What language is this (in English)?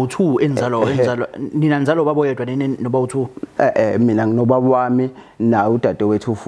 Zulu